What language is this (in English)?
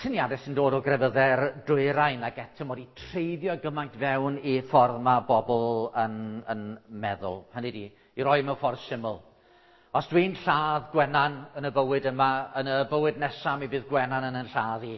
Welsh